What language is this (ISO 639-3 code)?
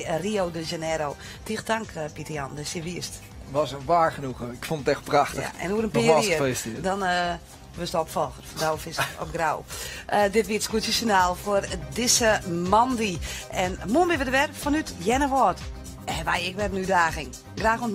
fry